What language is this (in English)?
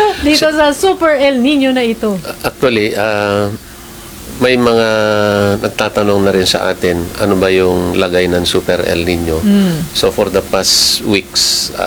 Filipino